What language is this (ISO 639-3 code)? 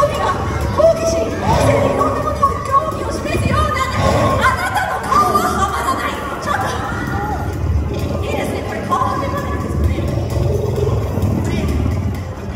jpn